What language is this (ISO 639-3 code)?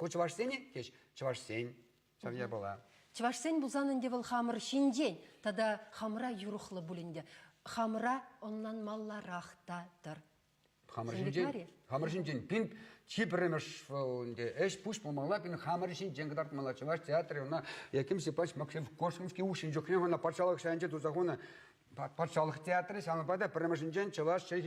chv